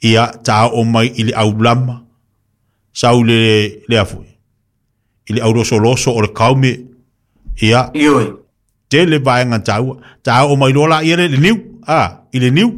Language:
Samoan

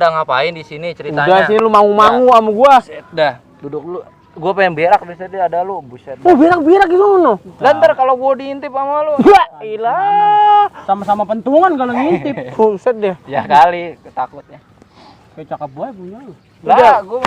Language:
Betawi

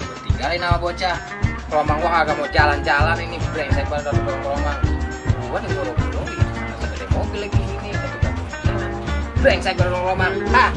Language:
Betawi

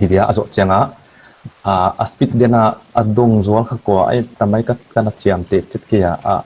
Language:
Paite Chin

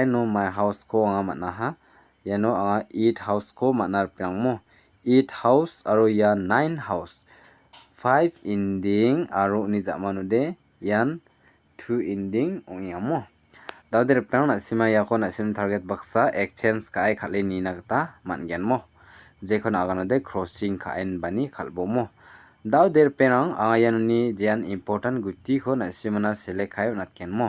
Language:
Garo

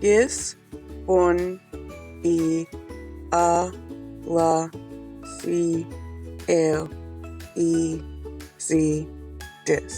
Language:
Mi'kmaw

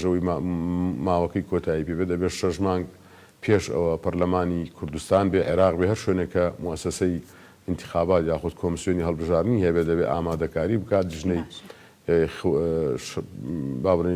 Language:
Central Kurdish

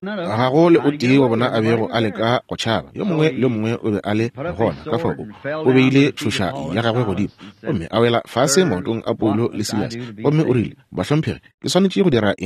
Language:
Northern Sotho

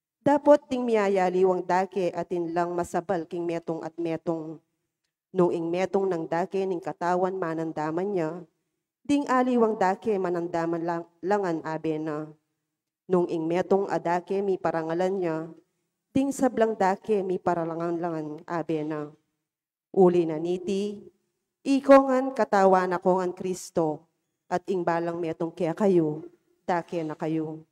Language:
Pampanga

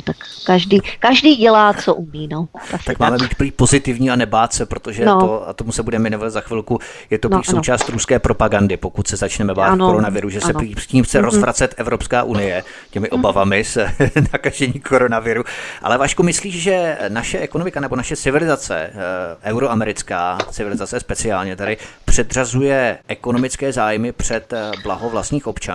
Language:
Czech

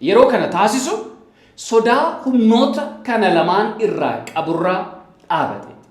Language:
Oromo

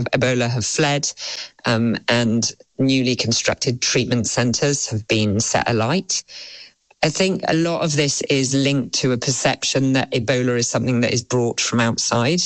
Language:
English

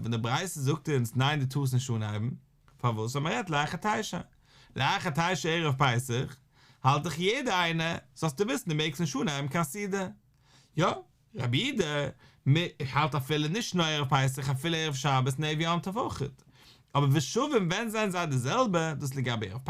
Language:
Yiddish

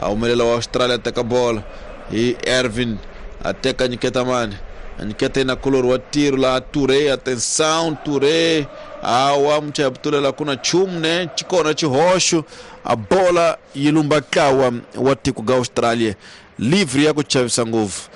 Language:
Tsonga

